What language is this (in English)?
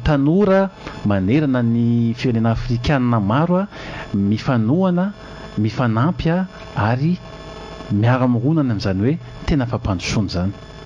Malagasy